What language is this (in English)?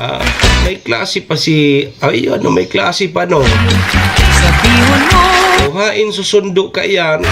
Bikol